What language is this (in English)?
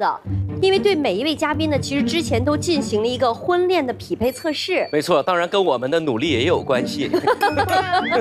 Chinese